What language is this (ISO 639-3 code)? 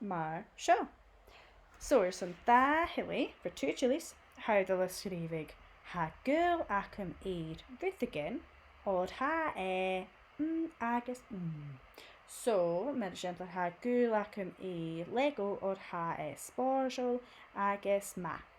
gla